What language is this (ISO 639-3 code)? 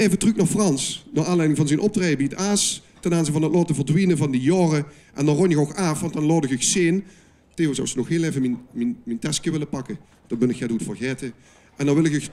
lim